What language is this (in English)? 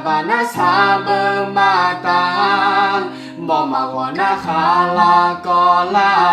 Akha